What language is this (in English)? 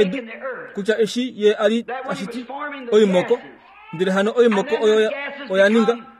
Kuanyama